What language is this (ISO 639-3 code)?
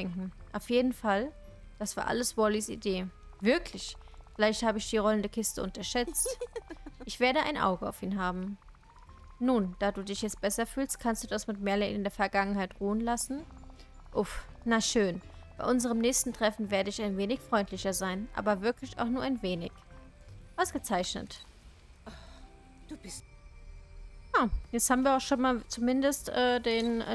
deu